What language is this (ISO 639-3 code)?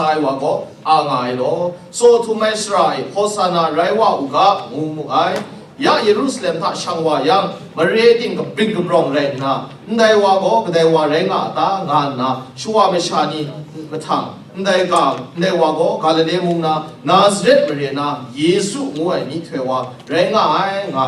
kac